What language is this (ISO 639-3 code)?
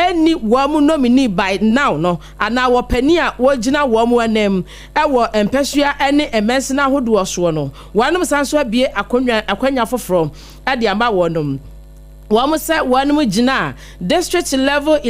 aka